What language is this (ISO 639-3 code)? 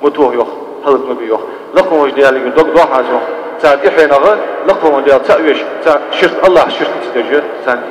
inh